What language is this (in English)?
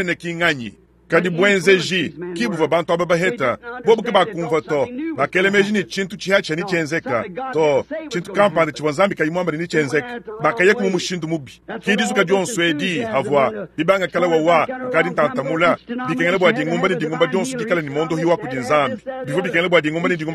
Luba-Lulua